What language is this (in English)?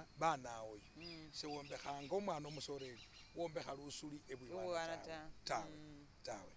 Masaaba